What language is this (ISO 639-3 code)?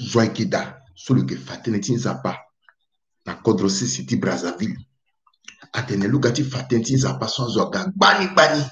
sag